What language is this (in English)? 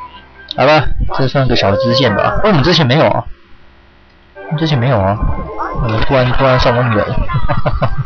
Chinese